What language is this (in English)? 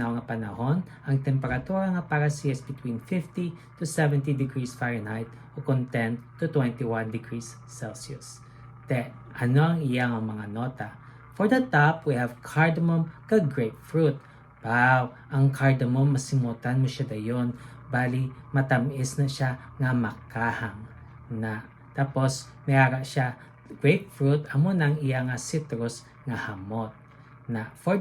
Hiligaynon